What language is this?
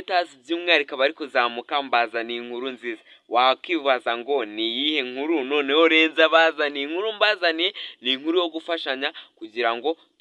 Kinyarwanda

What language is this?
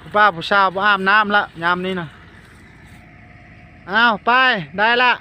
Lao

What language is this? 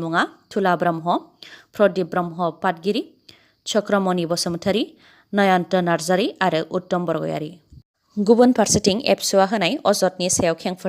Bodo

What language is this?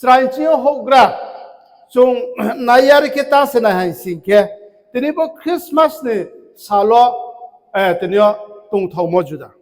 Riang (India)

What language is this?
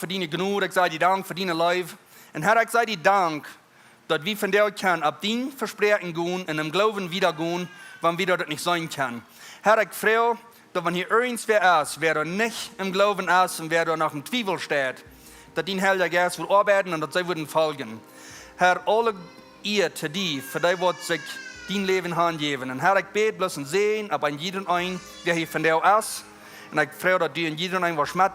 Plautdietsch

